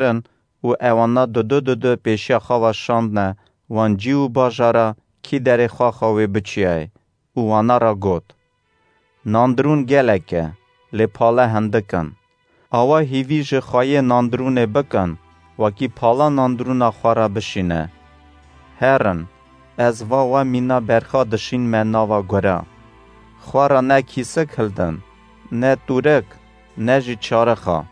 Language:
Kurdish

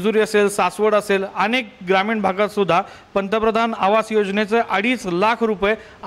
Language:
Marathi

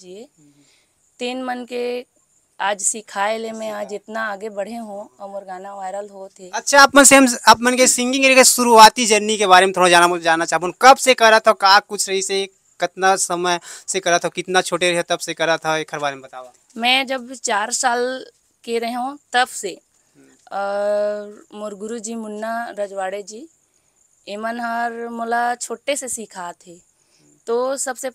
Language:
Chhattisgarhi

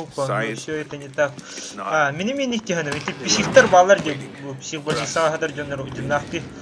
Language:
Yakut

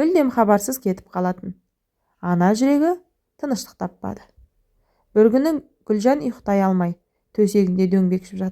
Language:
Kazakh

